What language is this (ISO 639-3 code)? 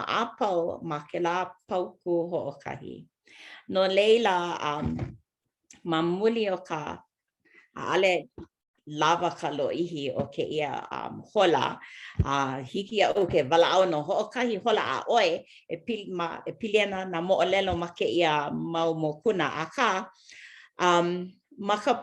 haw